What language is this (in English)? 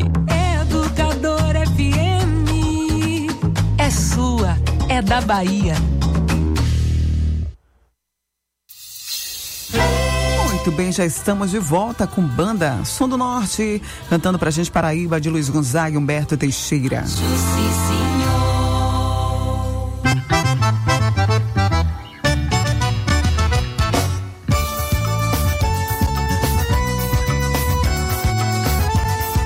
Portuguese